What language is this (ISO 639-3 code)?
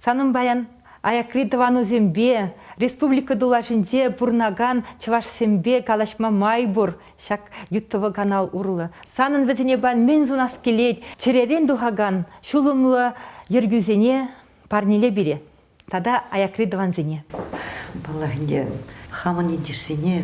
chv